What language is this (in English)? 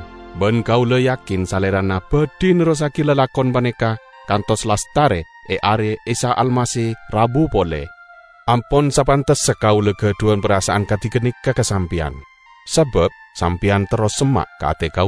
Madurese